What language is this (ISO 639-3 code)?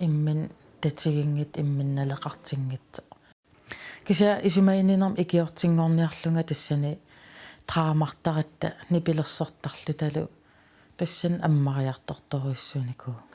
kal